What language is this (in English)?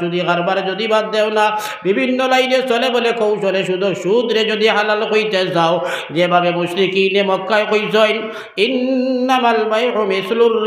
Sylheti